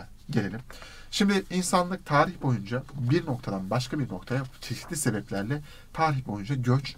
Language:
Turkish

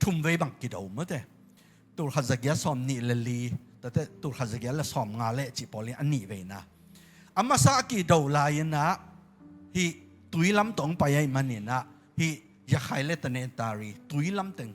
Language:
Tedim Chin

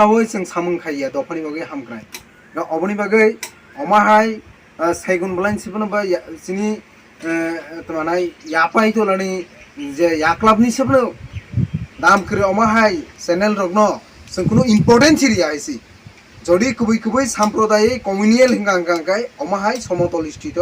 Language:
Kok Borok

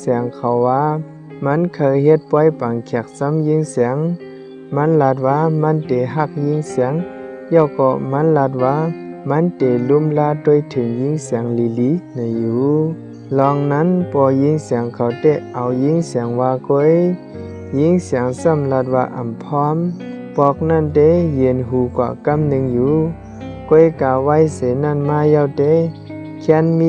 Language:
Shan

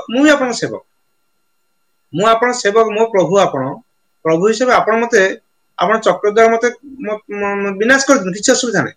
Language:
Odia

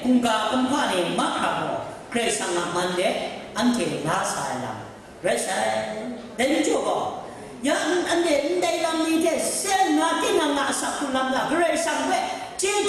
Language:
Kachin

